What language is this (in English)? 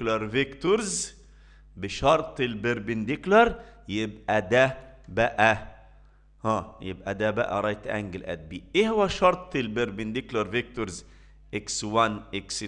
Egyptian Arabic